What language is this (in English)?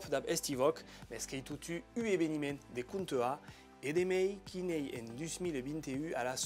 Occitan